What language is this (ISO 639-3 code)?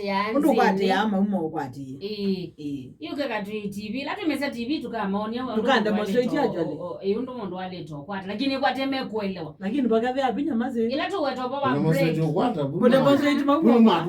kam